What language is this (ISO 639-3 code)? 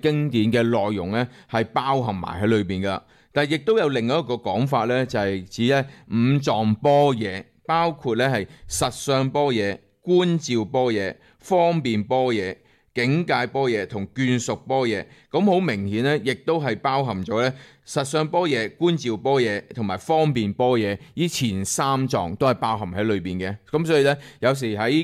yue